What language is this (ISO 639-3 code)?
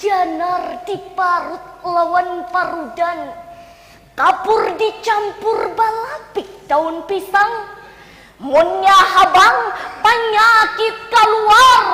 bjn